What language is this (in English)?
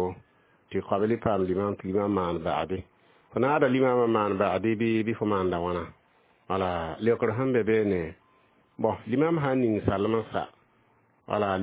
Mossi